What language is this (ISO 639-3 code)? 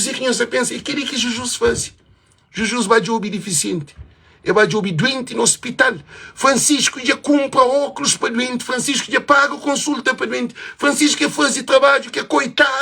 kea